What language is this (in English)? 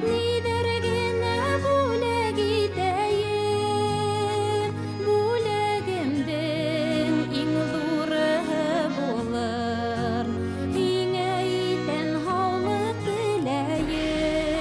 Bashkir